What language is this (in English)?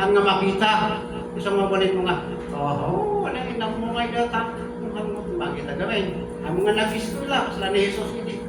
Iloko